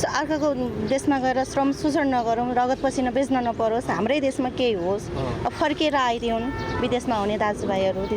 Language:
Nepali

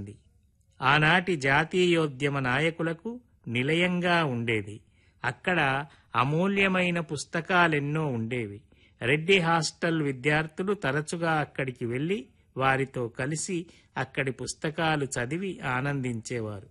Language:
Telugu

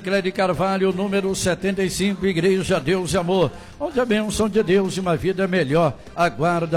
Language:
Portuguese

